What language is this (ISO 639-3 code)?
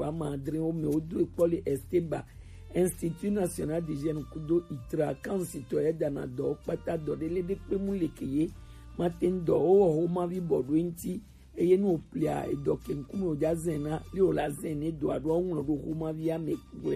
gej